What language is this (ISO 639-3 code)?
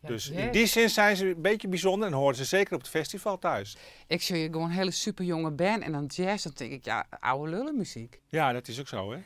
fry